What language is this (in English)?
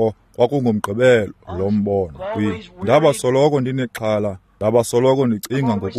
Xhosa